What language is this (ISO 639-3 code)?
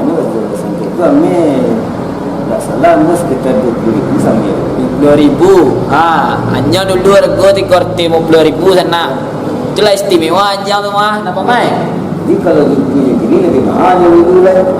min